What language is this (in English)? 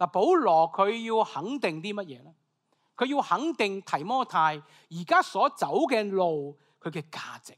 Cantonese